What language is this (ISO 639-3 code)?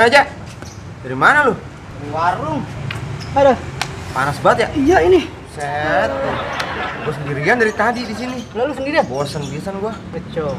bew